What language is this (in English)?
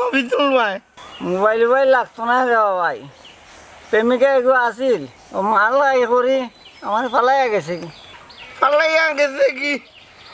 Sylheti